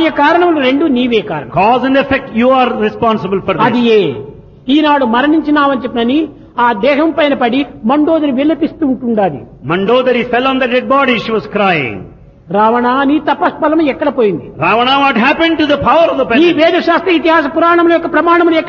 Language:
Telugu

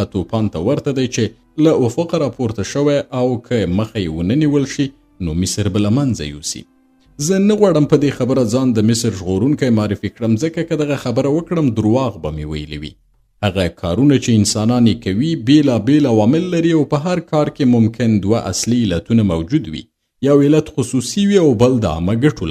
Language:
Pashto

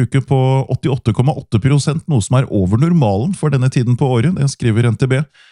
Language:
Norwegian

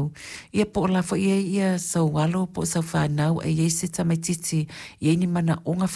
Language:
Samoan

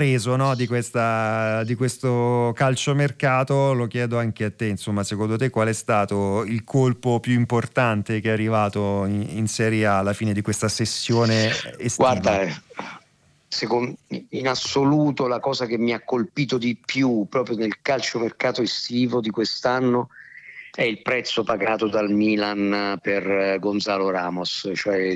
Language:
Italian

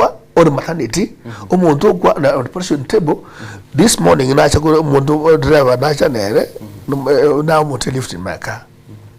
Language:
Gusii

